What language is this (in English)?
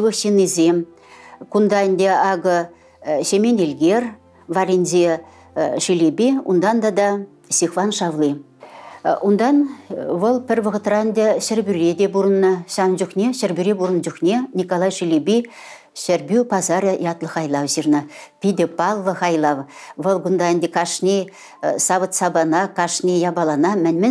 Chuvash